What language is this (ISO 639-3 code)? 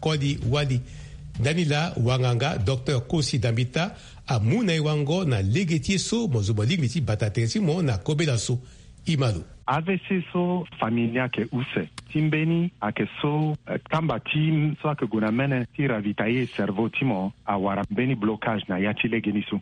sag